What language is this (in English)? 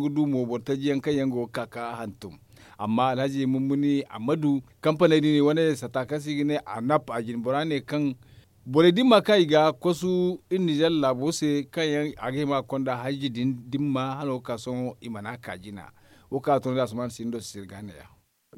Zarma